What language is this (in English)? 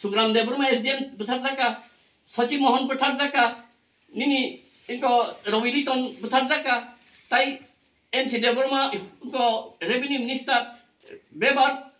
Kok Borok